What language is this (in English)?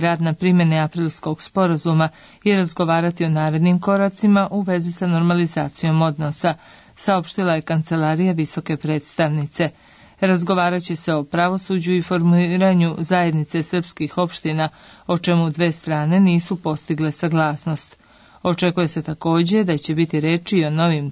Serbian